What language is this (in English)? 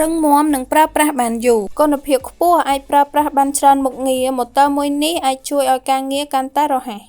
Khmer